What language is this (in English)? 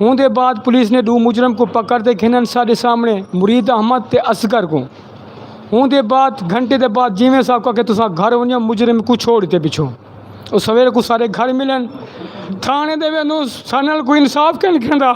Saraiki